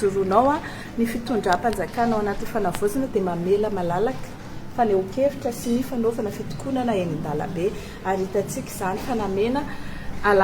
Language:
Malagasy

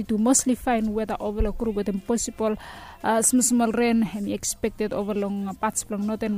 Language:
Bislama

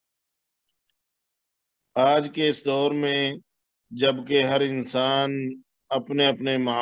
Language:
Urdu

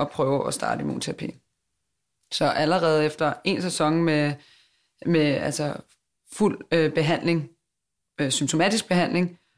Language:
Danish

